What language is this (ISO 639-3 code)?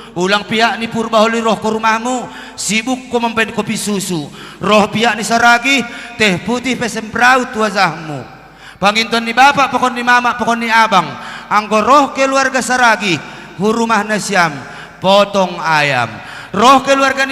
bts